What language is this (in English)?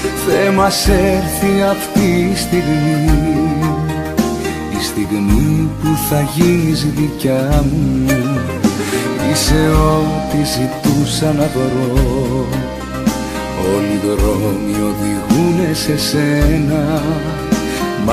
Greek